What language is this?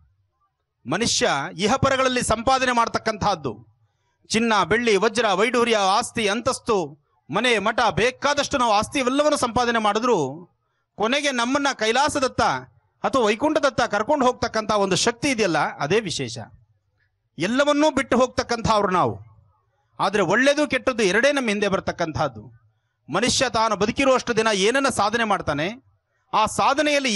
Kannada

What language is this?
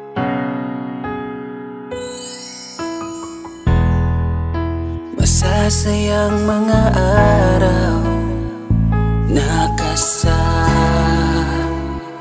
Filipino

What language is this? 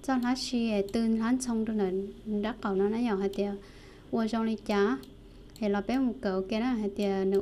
Hmong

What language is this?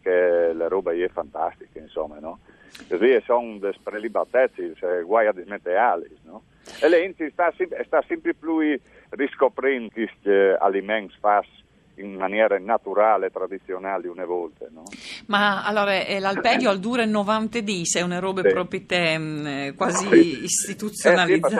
Friulian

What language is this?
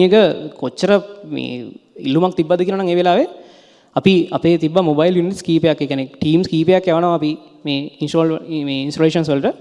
Sinhala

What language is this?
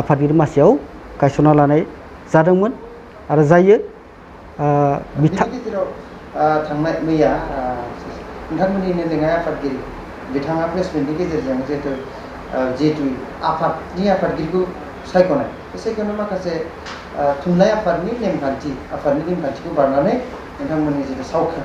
Bodo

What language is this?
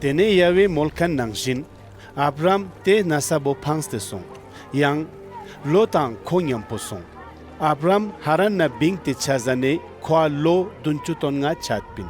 Ladakhi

